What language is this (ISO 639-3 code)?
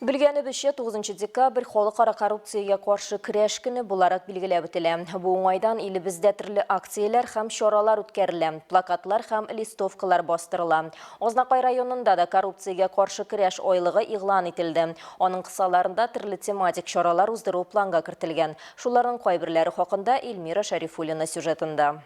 tat